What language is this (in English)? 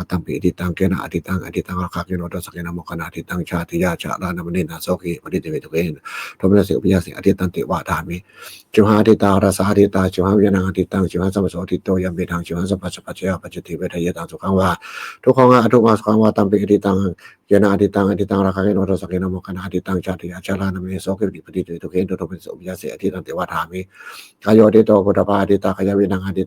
Pali